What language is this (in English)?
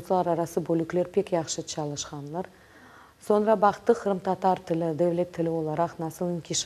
Crimean Tatar